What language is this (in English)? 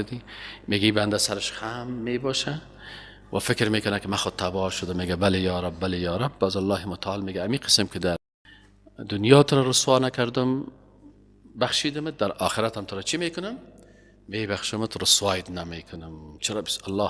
Persian